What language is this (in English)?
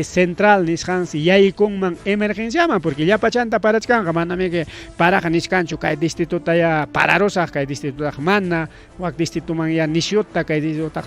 Ayacucho Quechua